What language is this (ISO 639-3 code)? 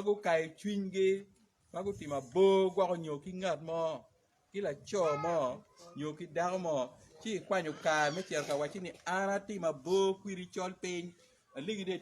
ach